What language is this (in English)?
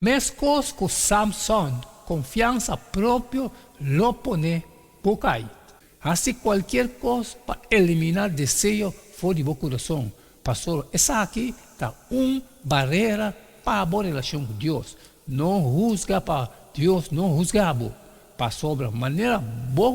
Papiamento